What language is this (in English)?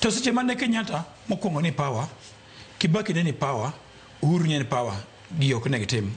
Luo (Kenya and Tanzania)